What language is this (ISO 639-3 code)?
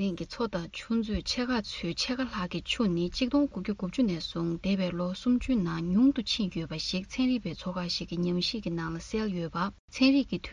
bod